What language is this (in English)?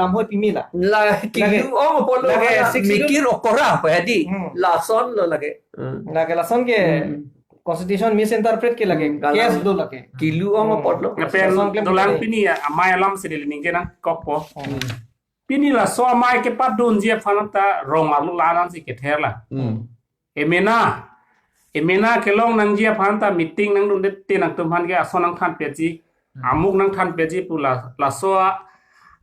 Karbi